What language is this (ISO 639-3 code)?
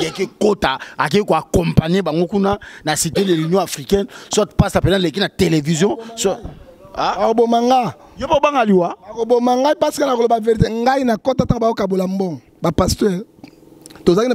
lin